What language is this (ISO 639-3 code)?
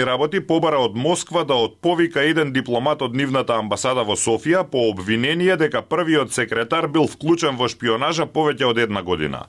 mkd